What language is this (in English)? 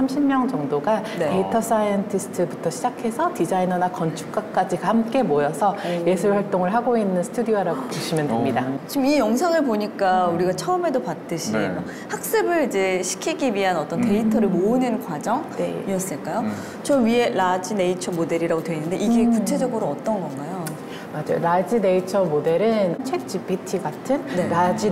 Korean